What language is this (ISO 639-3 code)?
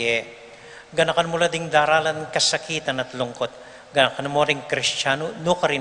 pam